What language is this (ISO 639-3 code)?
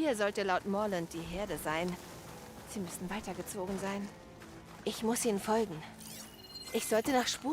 bar